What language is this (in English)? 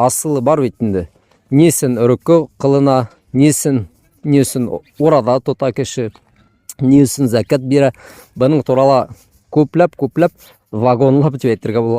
Bashkir